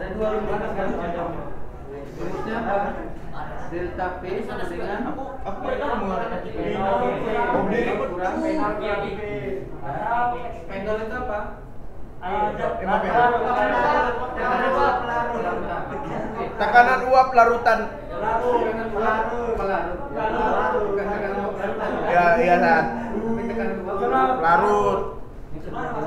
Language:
Indonesian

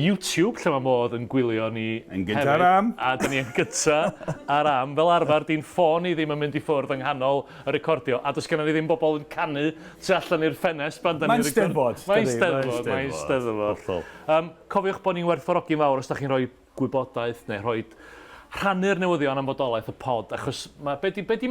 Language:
Welsh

